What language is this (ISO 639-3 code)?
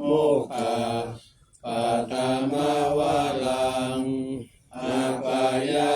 pli